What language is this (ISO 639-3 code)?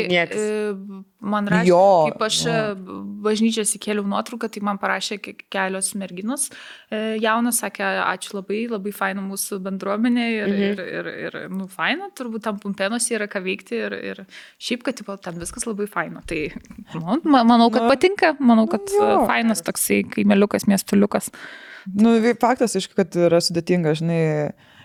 lit